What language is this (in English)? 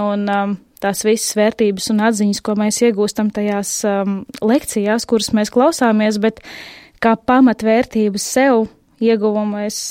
Latvian